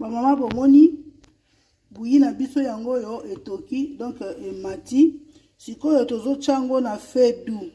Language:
Lingala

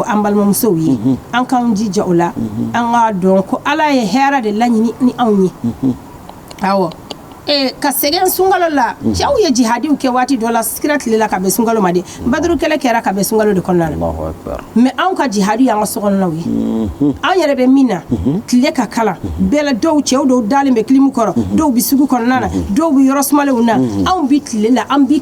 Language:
Bambara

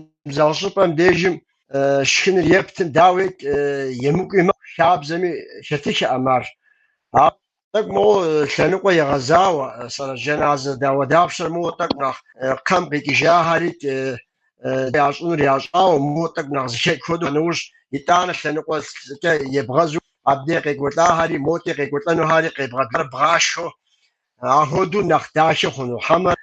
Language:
Kabardian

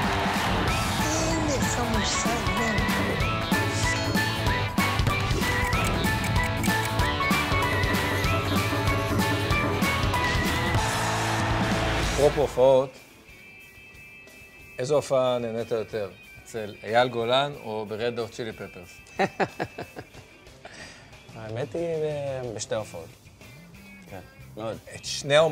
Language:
Hebrew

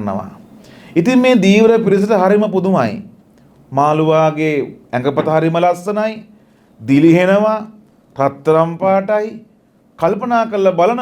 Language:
Sinhala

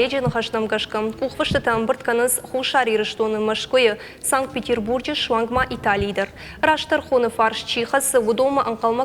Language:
Ossetic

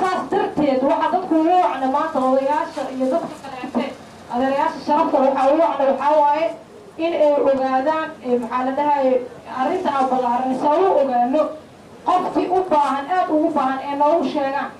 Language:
Somali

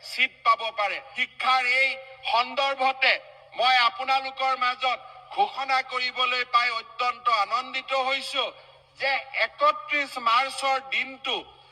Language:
Assamese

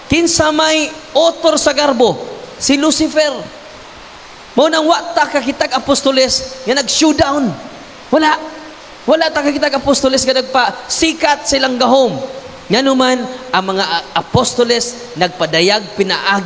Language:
Cebuano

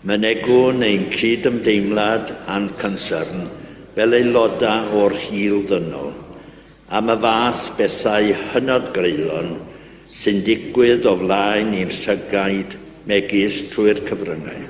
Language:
Welsh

